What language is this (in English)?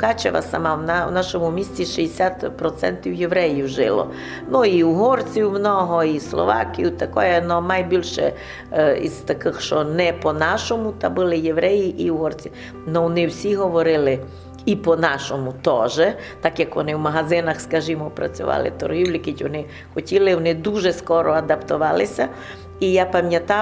Rusyn